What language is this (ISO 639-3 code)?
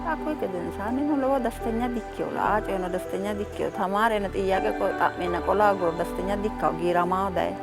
sid